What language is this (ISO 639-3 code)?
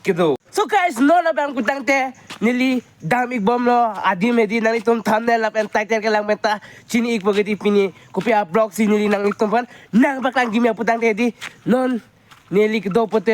mjw